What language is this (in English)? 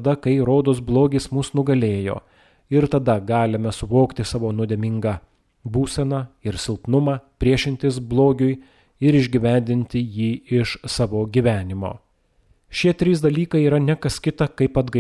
Lithuanian